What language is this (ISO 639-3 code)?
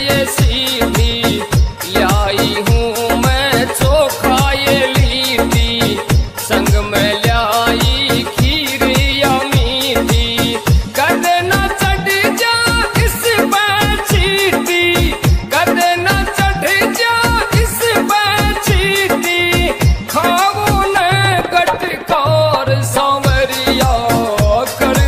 bgc